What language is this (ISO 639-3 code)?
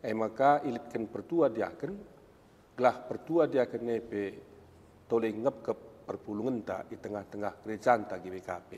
btx